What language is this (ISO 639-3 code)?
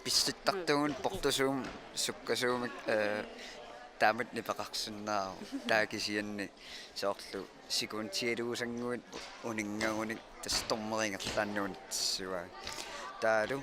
kal